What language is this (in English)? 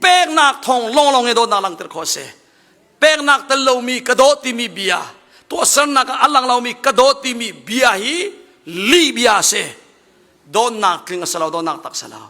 Hakha Chin